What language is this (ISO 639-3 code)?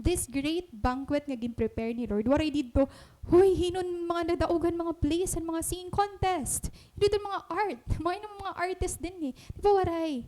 war